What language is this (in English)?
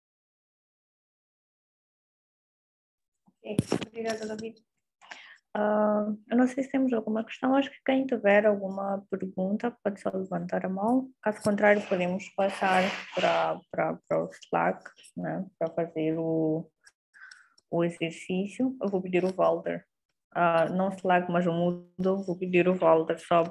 Portuguese